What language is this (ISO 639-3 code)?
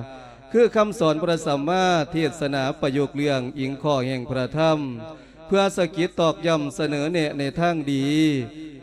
lao